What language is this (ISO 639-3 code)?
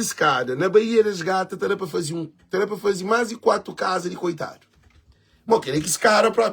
kea